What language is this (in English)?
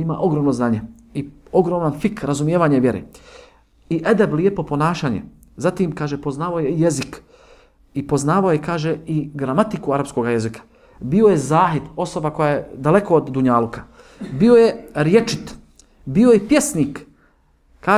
Bosnian